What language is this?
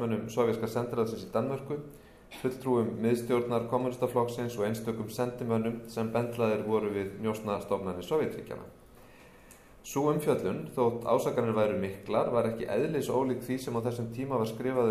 Icelandic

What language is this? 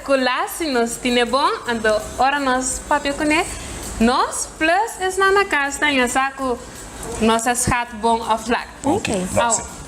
Papiamento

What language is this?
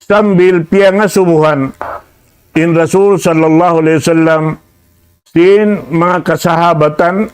Tausug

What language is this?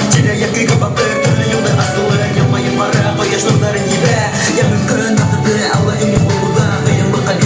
Bashkir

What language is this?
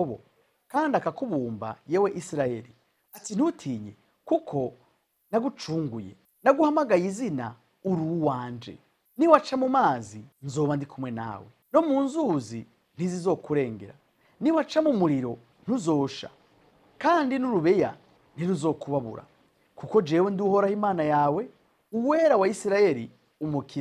Rundi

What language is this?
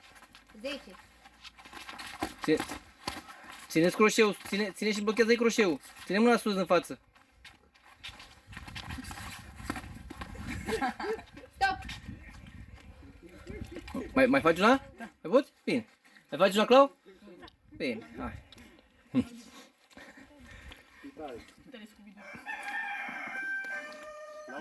Romanian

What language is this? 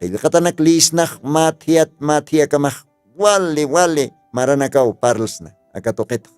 Aymara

